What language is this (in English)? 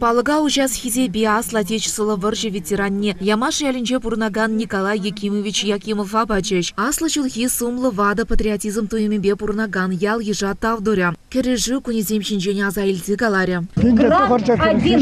Chuvash